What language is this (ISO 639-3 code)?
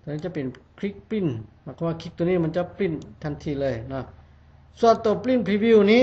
lao